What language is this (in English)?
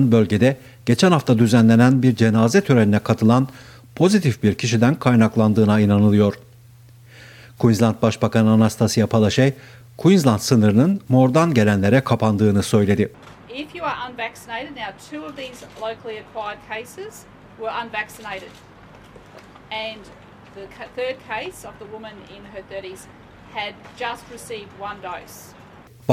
Turkish